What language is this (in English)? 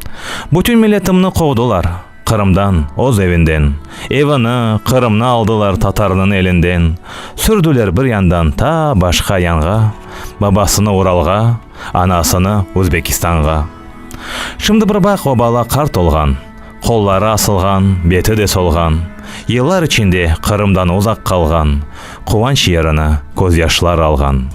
Crimean Tatar